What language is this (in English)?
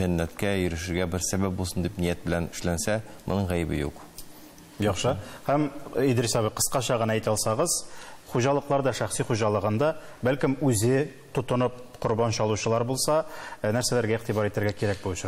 Tatar